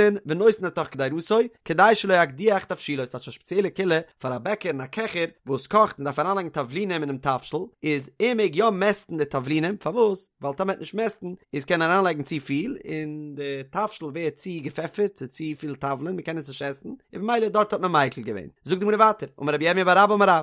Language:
Yiddish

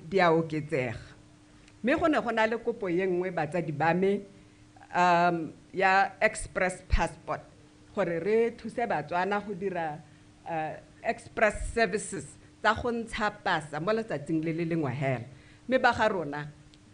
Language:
Tswana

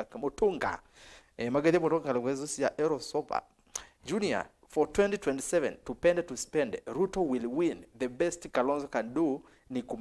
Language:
Kamba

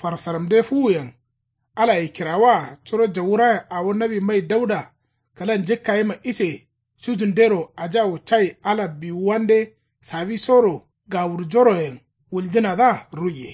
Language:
Kanuri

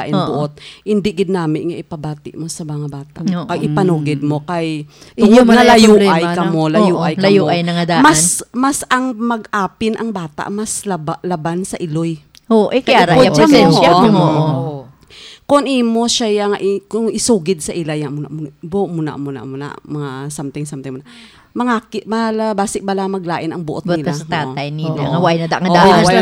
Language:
Hiligaynon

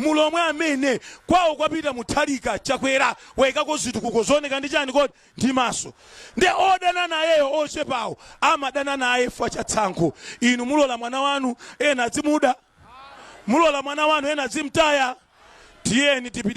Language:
Nyanja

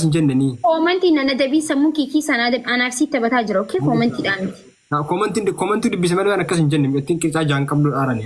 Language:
Oromo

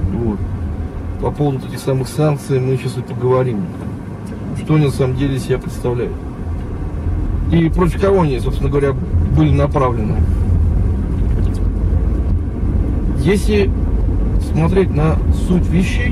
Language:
Russian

